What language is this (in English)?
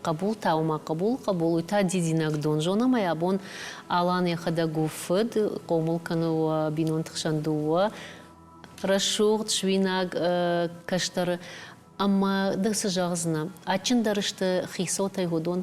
Ossetic